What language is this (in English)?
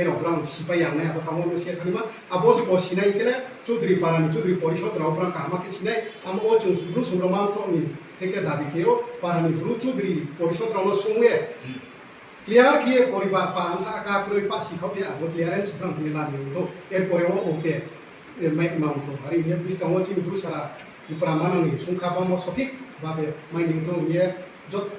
Riang (India)